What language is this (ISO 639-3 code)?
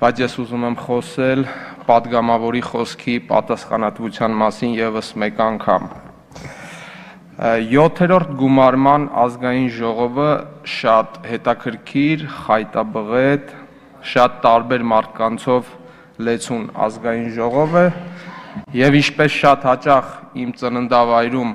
hye